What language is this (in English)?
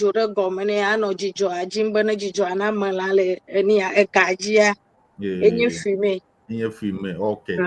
Ewe